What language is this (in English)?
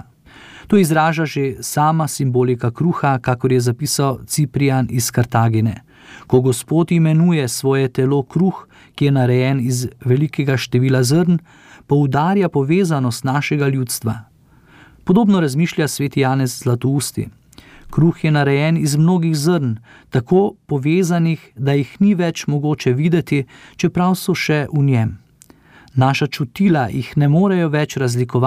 Slovenian